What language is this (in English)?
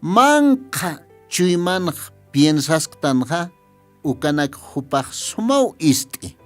Aymara